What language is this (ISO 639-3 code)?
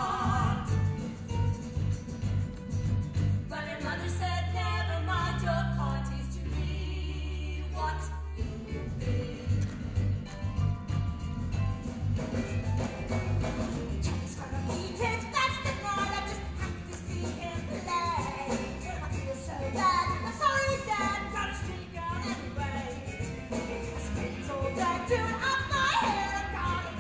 eng